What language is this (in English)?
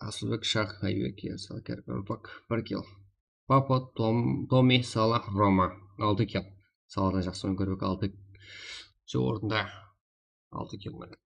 Kara-Kalpak